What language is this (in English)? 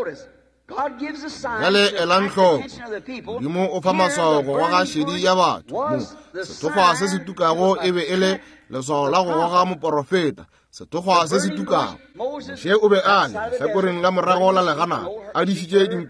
Northern Sotho